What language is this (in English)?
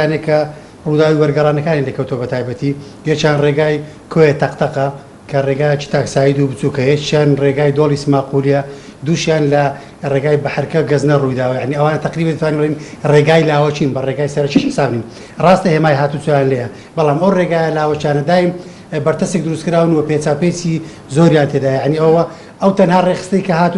Central Kurdish